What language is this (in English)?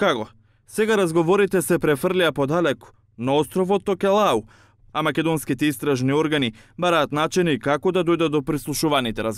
Macedonian